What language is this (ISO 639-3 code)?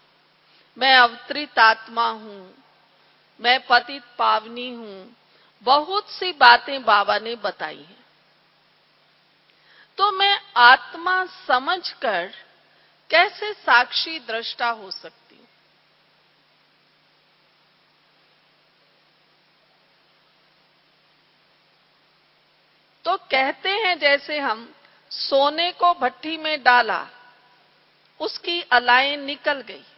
hin